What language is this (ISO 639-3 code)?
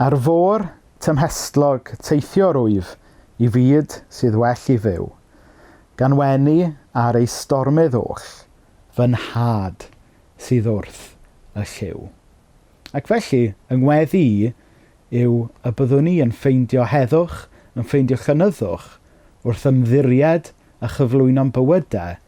cym